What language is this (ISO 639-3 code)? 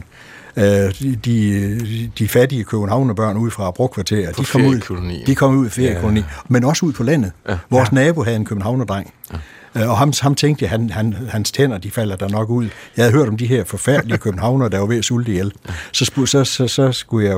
dan